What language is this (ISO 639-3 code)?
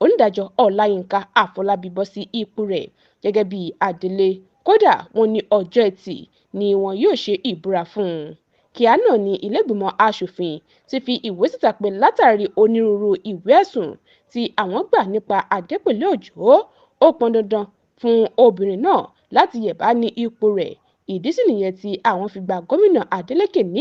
yor